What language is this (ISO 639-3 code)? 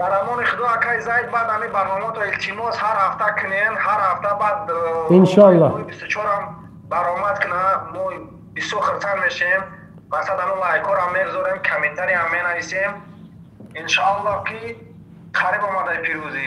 tgk